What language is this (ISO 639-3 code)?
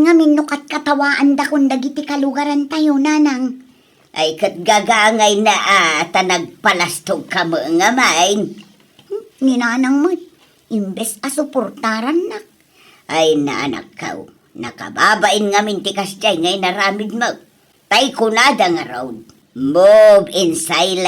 ilo